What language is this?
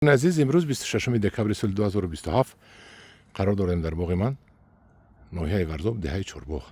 Tajik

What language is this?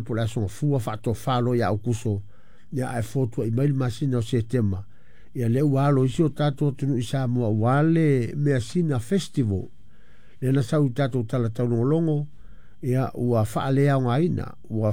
Samoan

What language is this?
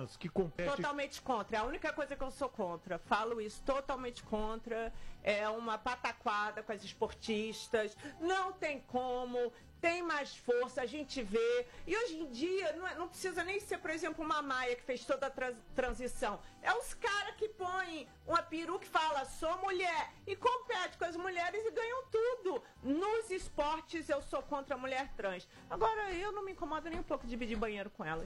Portuguese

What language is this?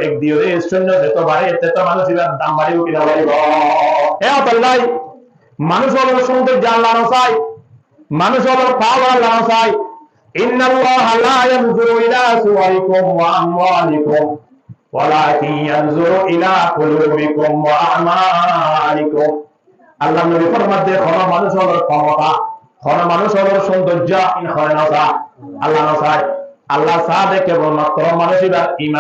Rohingya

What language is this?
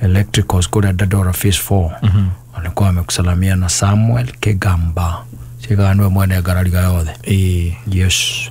Kikuyu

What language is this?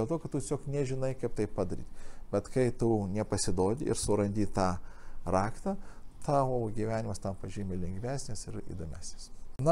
Lithuanian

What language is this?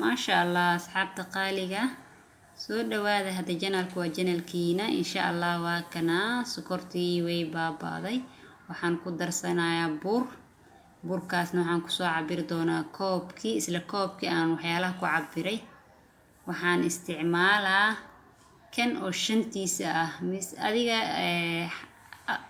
Somali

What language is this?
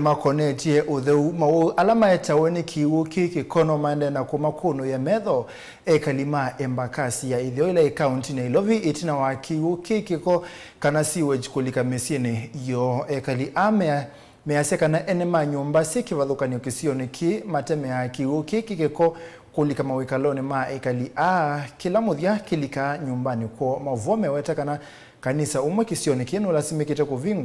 Kamba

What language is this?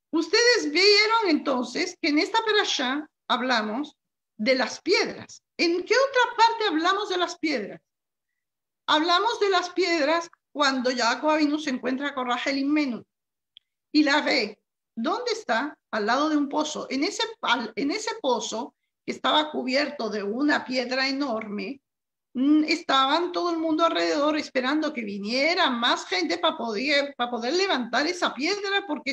Spanish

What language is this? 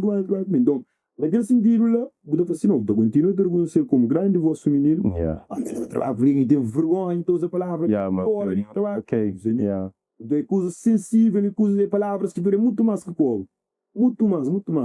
Kabuverdianu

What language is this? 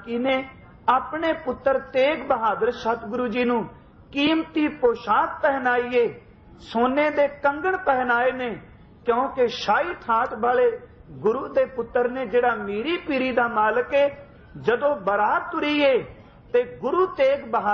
Punjabi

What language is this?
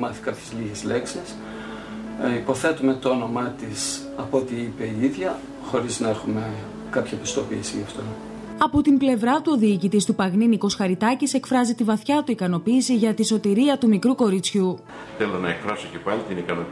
Greek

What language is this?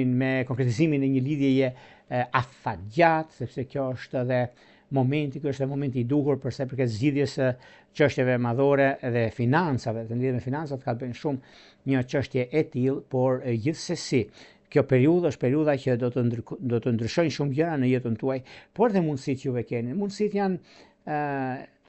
Albanian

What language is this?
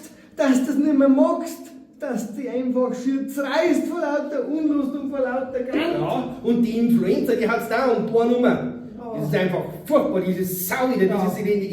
Bavarian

